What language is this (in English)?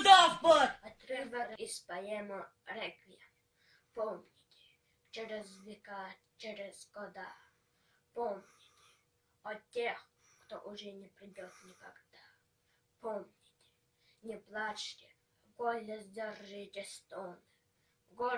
Yakut